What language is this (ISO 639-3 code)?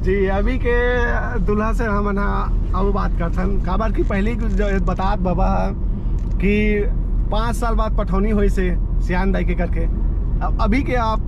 hne